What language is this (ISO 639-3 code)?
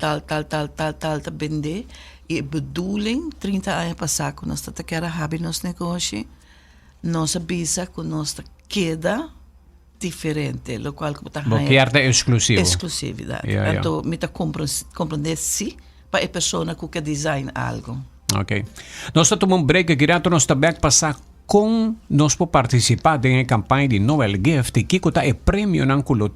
pap